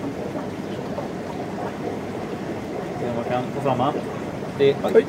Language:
Swedish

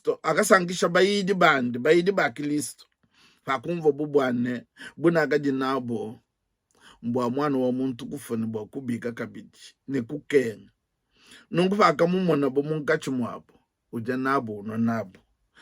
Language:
Luba-Lulua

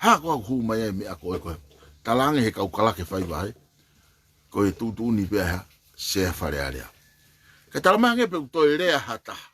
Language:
Tongan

